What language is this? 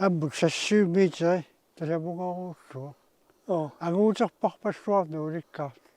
Kalaallisut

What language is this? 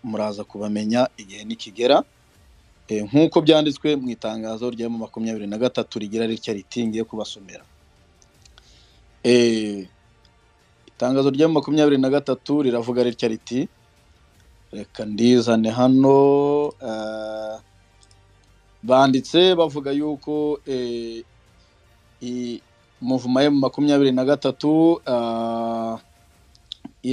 Kinyarwanda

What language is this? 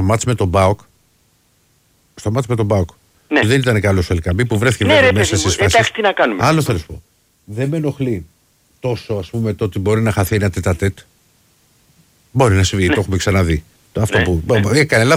Greek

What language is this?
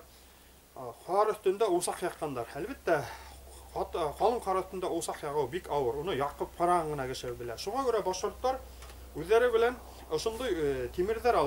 Bashkir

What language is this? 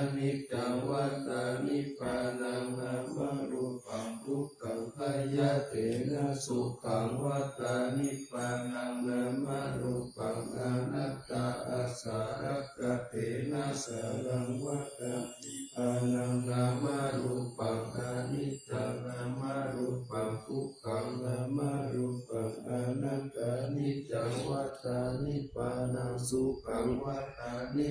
Pali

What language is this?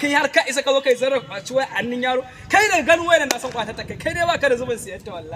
Hausa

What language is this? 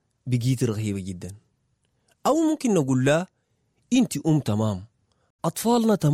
Sudanese Arabic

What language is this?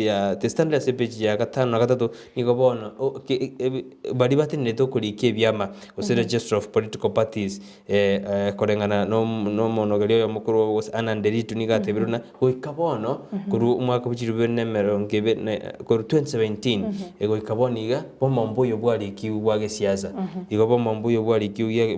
Gusii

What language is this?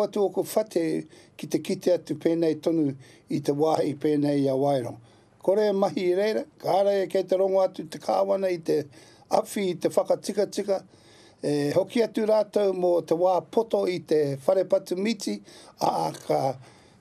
Māori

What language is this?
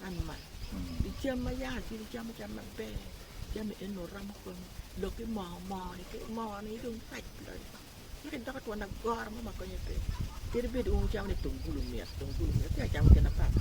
Acoli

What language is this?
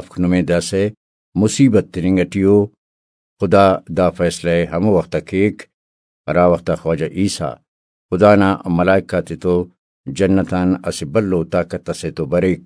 Brahui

